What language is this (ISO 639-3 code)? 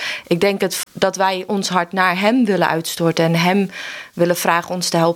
nld